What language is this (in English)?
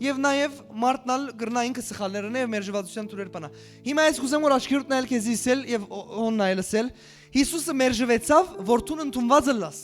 Western Armenian